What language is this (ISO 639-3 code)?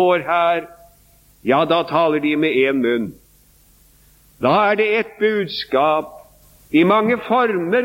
nor